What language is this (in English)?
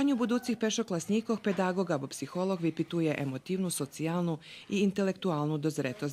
Rusyn